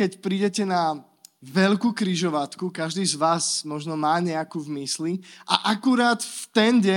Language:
Slovak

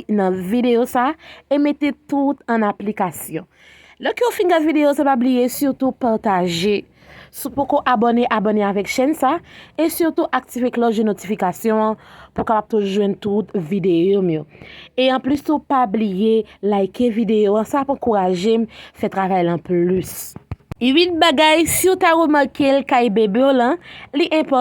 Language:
Haitian Creole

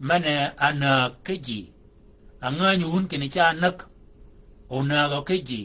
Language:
Shilluk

